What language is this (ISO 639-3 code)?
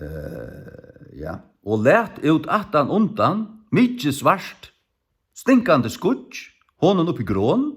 fao